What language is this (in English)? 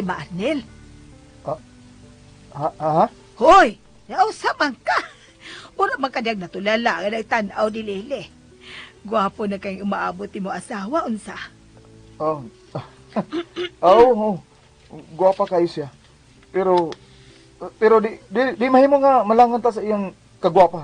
Cebuano